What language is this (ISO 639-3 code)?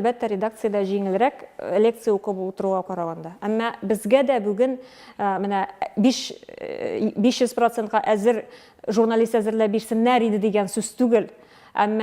tat